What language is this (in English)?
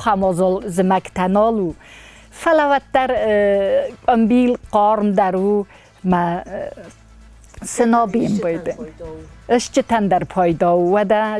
Ossetic